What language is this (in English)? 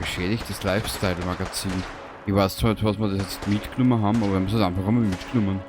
Bavarian